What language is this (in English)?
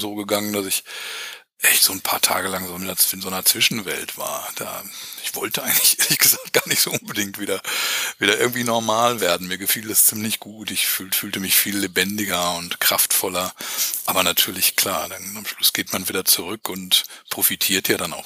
German